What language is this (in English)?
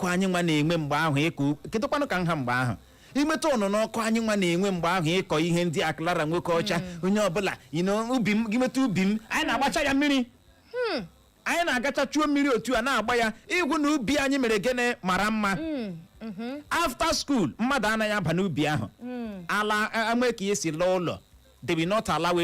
Igbo